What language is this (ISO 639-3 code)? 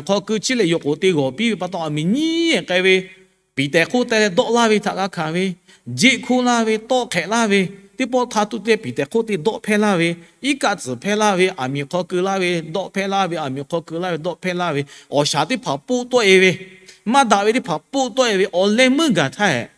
lhu